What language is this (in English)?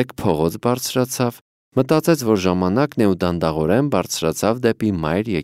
Armenian